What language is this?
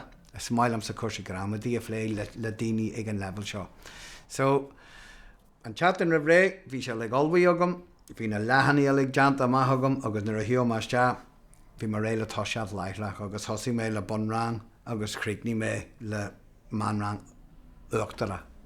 Irish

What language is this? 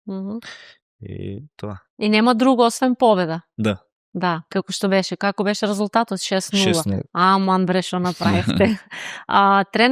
Macedonian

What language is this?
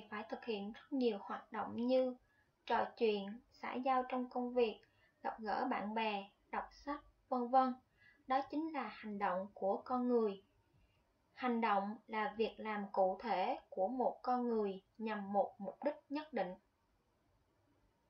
Vietnamese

